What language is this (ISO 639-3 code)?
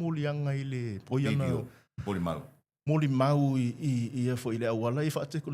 smo